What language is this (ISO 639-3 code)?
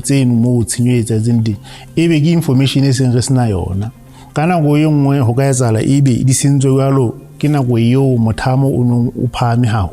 sot